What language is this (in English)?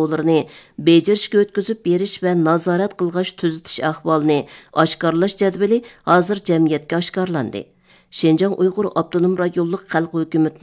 Uyghur